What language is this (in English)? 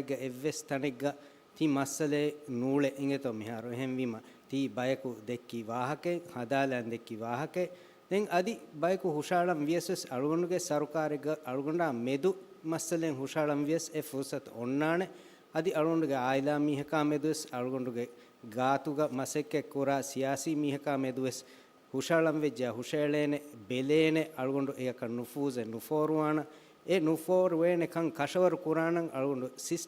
Divehi